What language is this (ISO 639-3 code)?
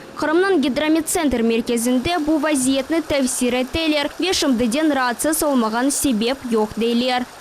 crh